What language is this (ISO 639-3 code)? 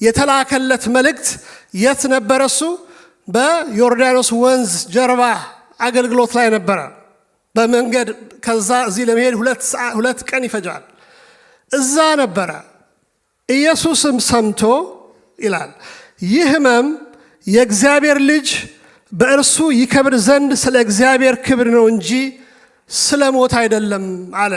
amh